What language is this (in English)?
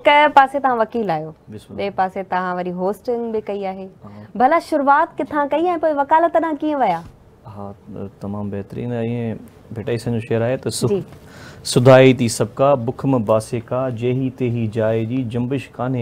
Sindhi